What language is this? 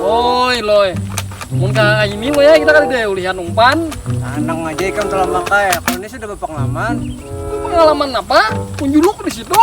Banjar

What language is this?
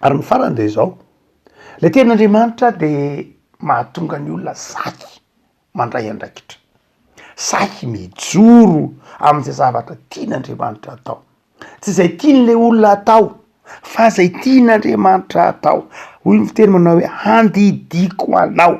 Malagasy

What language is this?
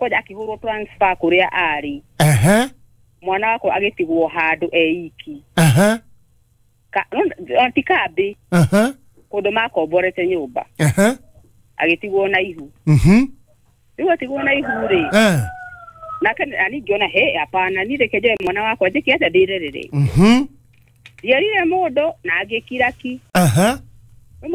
Kikuyu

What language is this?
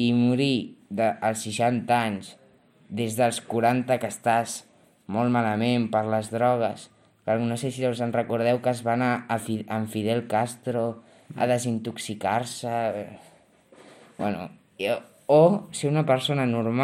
Catalan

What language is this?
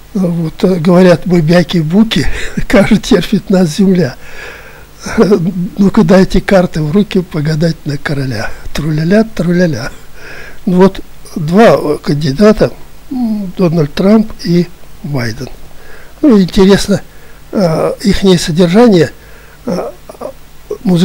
Russian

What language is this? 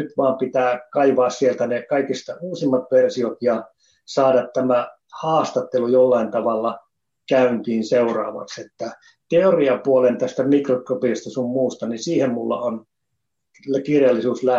Finnish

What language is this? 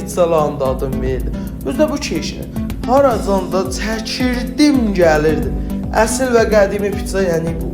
South Azerbaijani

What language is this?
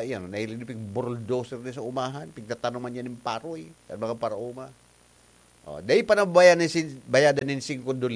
Bikol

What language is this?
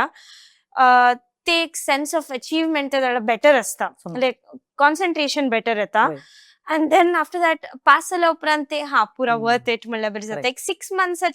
Konkani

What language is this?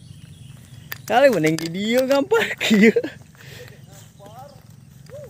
Sundanese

